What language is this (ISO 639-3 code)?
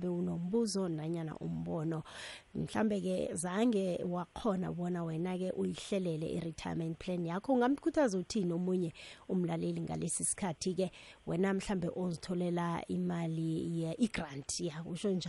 nbl